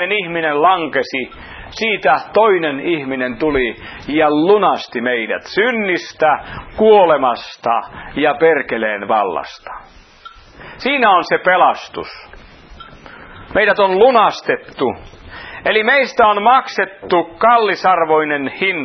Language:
Finnish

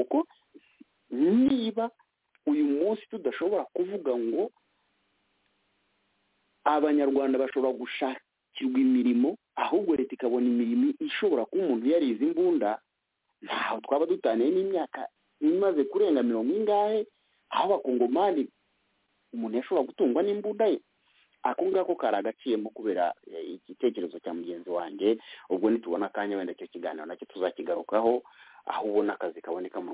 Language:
Kinyarwanda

